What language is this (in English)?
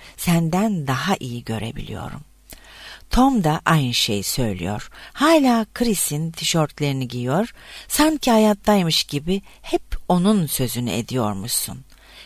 Turkish